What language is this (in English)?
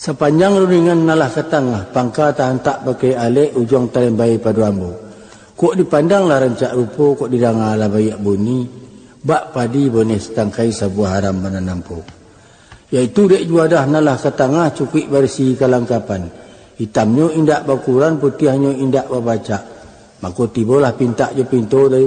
Minangkabau